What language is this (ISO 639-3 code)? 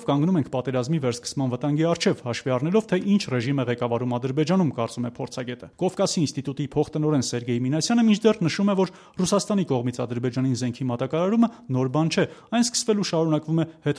hye